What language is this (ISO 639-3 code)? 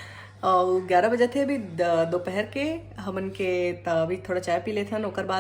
hne